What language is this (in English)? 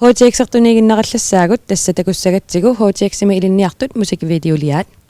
Kalaallisut